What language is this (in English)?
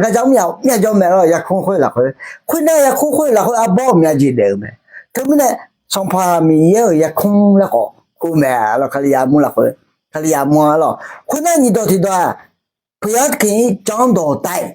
Akha